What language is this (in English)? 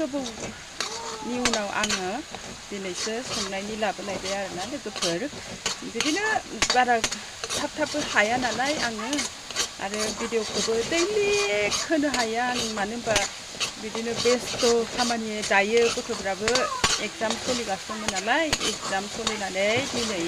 Bodo